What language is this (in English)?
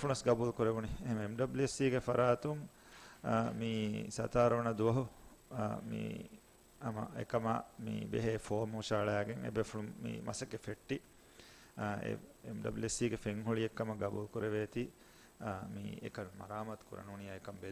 Divehi